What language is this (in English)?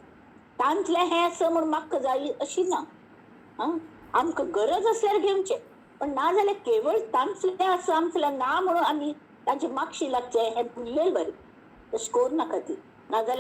Konkani